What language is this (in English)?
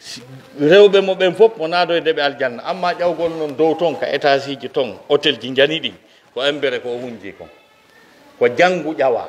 Pular